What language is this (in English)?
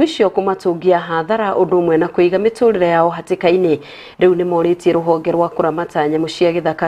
Kikuyu